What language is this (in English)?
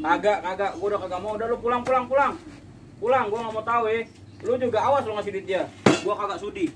Betawi